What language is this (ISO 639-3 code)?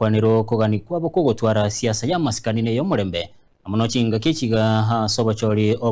guz